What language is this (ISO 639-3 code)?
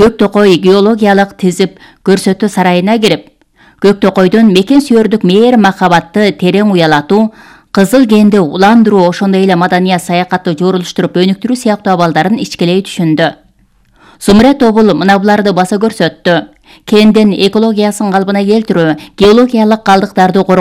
kir